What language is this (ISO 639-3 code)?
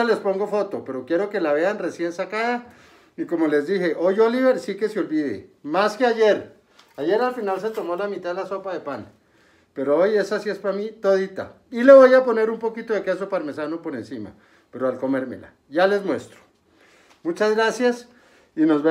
spa